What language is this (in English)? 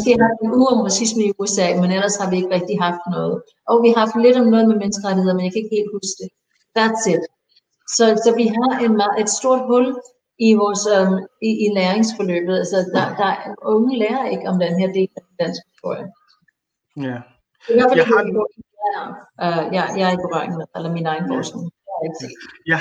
Danish